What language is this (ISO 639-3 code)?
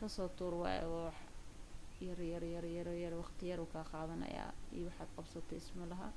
som